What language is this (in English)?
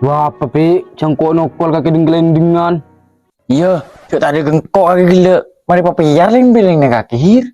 Madurese